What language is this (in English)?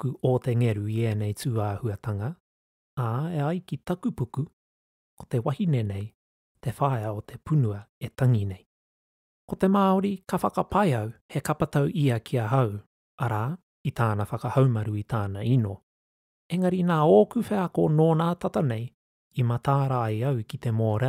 Māori